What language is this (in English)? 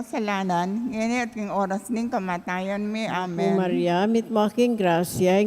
Pampanga